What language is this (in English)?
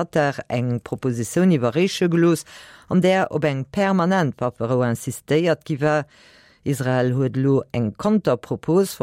Luxembourgish